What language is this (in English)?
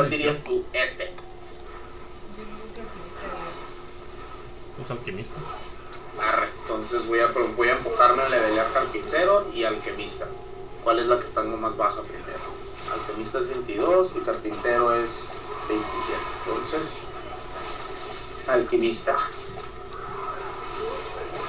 Spanish